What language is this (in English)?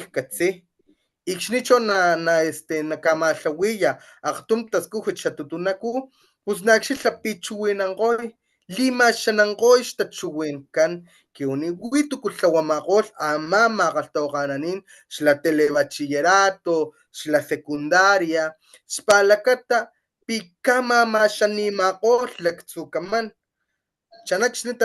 Papantla Totonac